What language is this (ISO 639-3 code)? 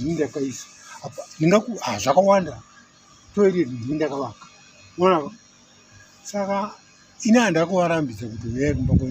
sna